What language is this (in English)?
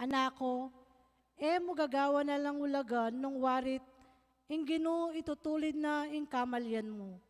Pampanga